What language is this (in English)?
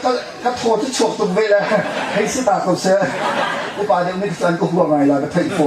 Hakha Chin